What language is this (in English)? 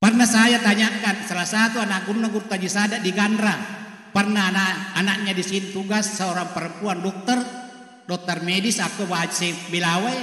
Buginese